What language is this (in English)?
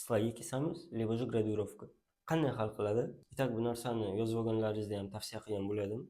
Uzbek